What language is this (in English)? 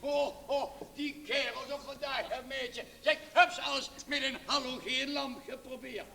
Limburgish